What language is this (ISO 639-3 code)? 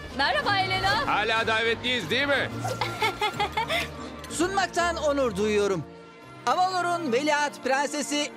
tur